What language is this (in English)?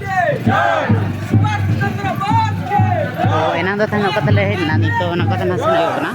Santali